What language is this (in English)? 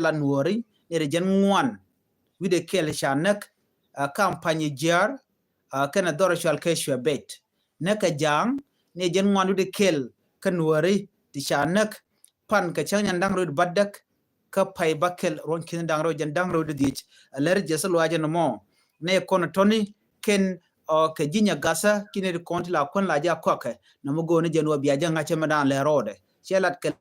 Nuer